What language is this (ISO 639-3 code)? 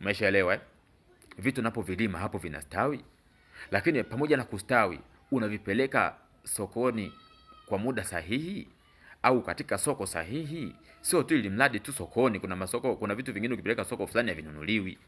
swa